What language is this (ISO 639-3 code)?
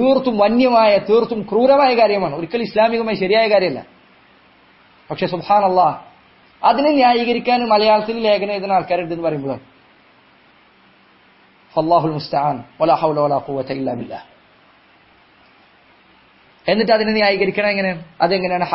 mal